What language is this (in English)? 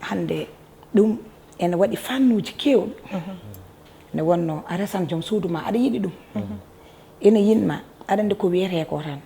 Fula